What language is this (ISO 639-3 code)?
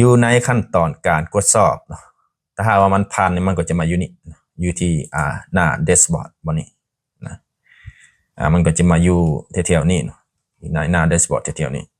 lao